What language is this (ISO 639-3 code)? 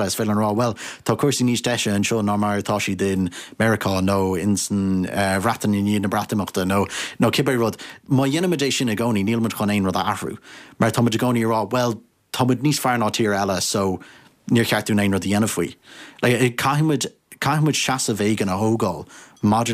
gle